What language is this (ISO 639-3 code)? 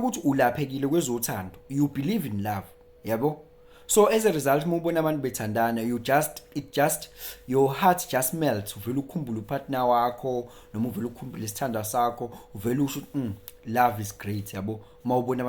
zul